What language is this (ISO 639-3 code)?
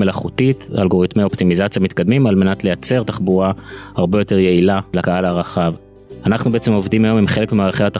heb